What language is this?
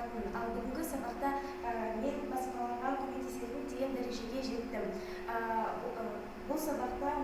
Kazakh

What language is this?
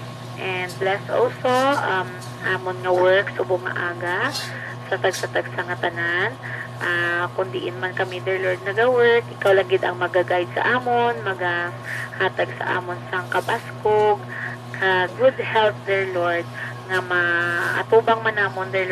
Hiligaynon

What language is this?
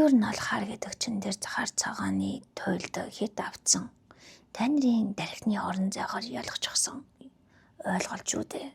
Mongolian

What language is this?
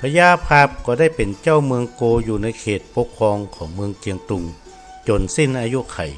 Northern Thai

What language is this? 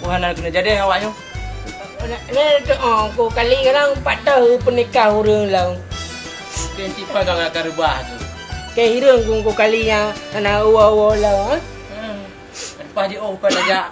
Achinese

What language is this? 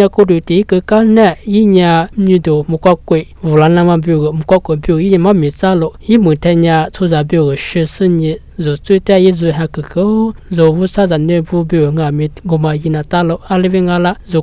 Lisu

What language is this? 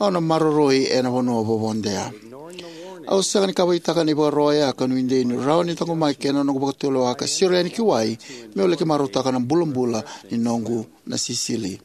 Fijian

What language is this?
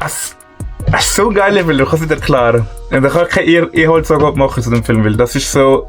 Swiss German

